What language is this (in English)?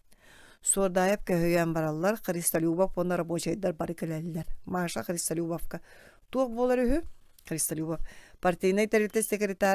Yakut